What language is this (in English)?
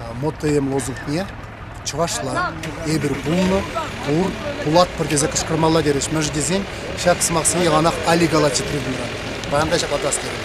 Chuvash